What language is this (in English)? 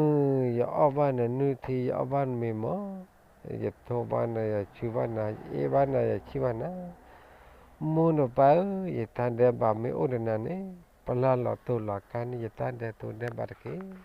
S'gaw Karen